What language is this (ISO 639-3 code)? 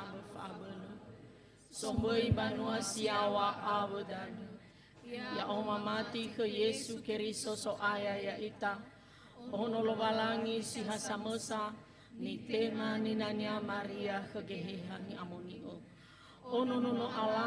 nia